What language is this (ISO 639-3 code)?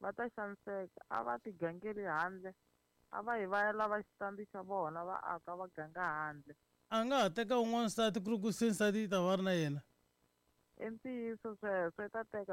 tso